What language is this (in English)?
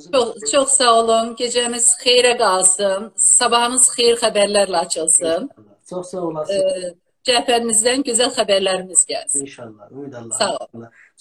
South Azerbaijani